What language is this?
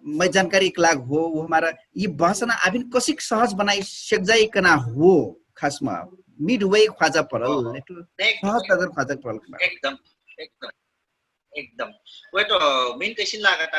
Dangaura Tharu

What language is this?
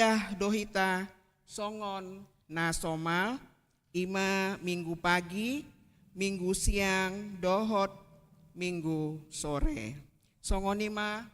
Batak Toba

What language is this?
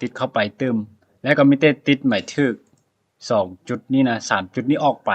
Lao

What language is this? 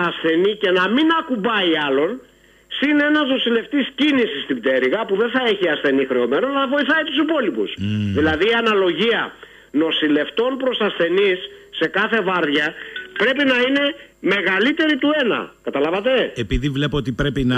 Greek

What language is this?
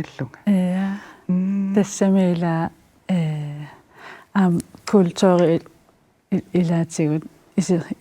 Kalaallisut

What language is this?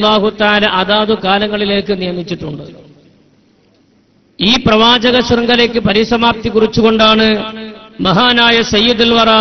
Malayalam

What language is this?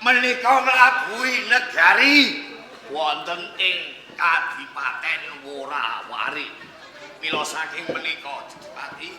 Javanese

